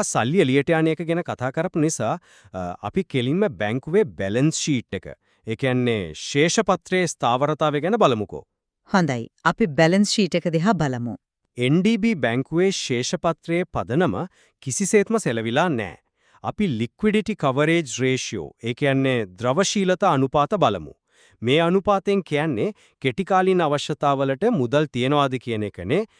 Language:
Sinhala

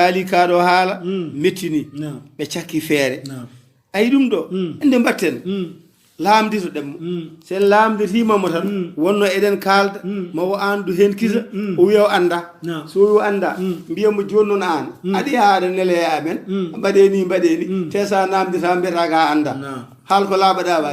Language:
Fula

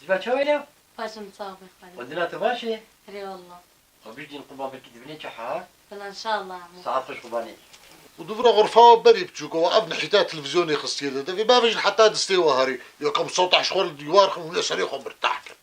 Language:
Kurdish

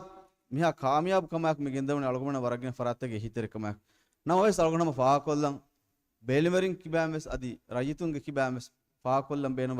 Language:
Divehi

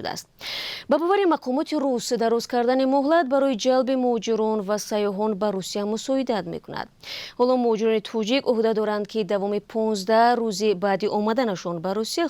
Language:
Tajik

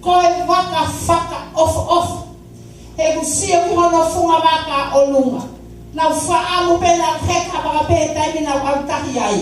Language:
Tongan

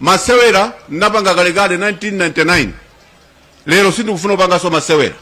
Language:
Nyanja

